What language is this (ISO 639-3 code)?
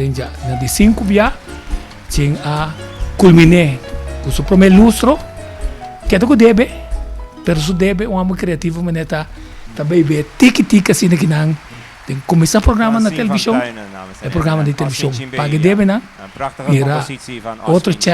pap